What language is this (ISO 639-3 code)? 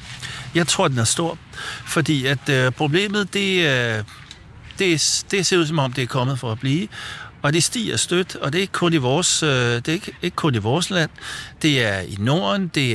dan